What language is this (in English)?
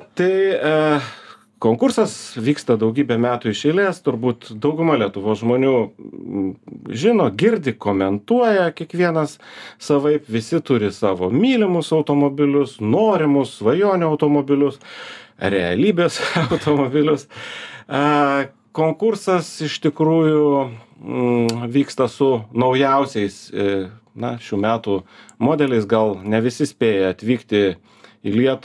Lithuanian